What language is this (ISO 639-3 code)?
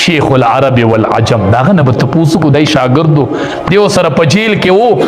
pus